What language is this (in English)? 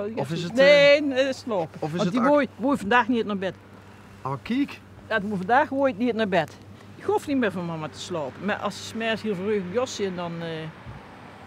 Limburgish